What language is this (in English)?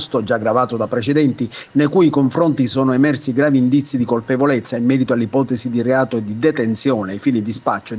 Italian